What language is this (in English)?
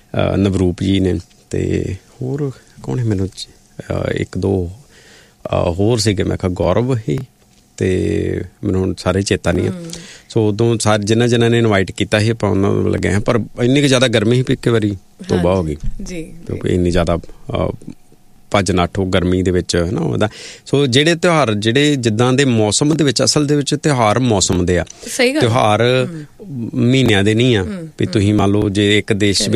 Punjabi